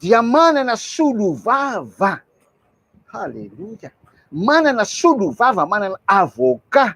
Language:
Malagasy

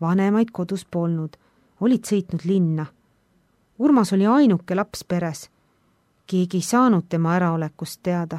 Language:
Estonian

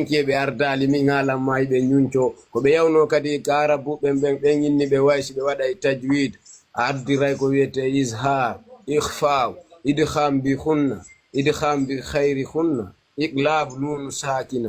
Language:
Fula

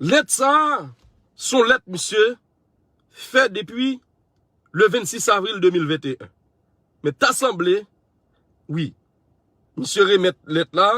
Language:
Haitian Creole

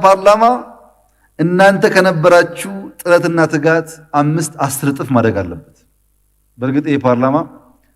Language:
Amharic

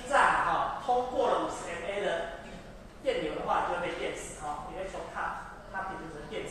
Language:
Chinese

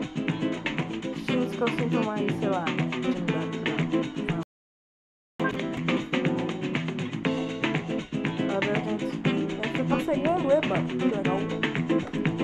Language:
Portuguese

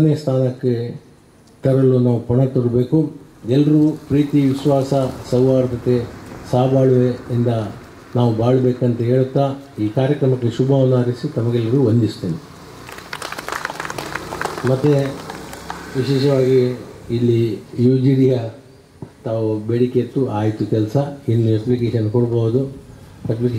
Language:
Kannada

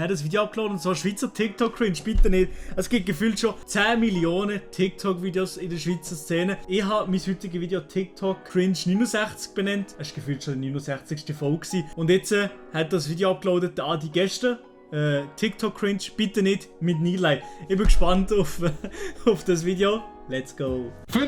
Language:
Swiss German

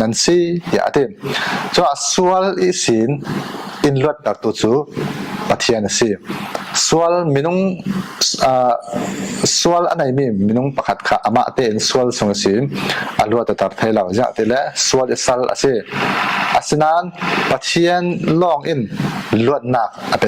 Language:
Falam Chin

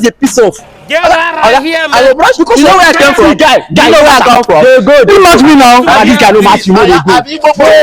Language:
Nigerian Pidgin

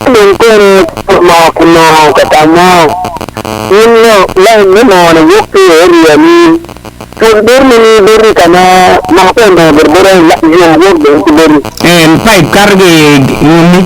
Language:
Acoli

